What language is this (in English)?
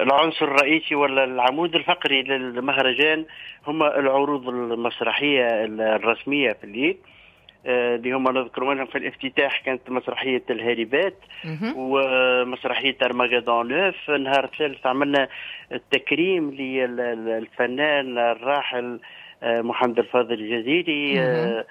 Tunisian Arabic